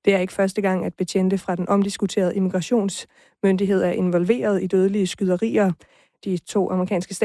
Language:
Danish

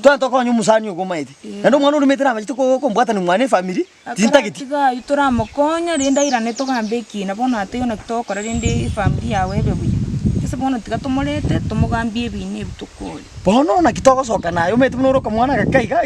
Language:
Gusii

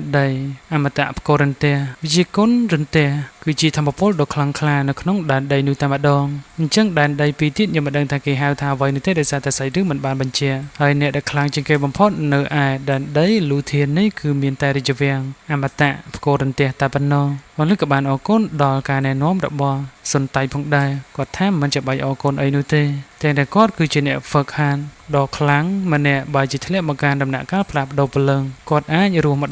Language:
Khmer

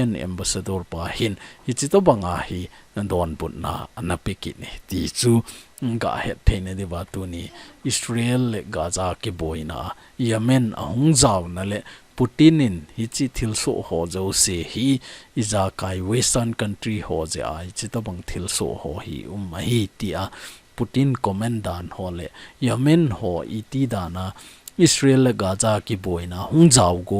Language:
Thado Chin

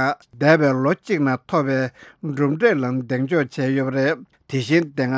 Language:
Tibetan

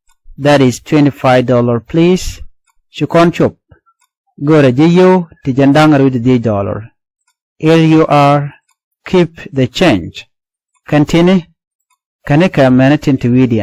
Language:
Nuer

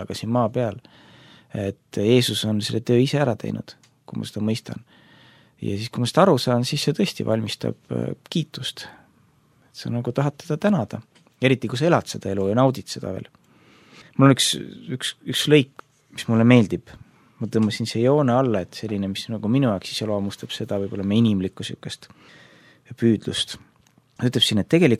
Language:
Estonian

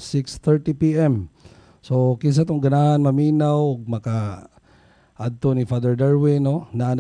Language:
Cebuano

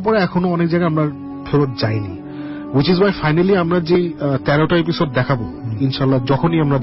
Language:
Bangla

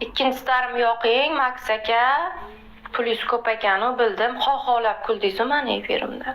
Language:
Uzbek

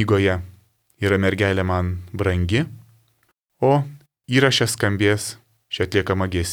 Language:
Lithuanian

